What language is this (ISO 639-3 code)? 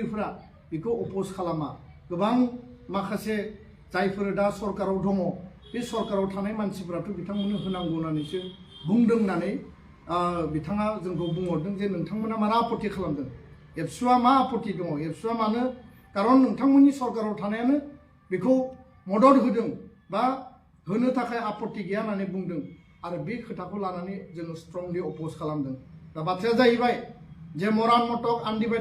brx